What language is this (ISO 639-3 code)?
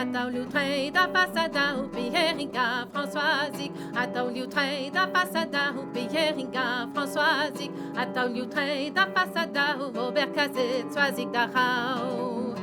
bre